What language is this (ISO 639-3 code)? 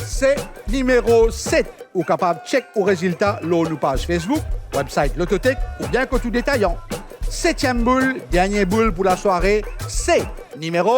mfe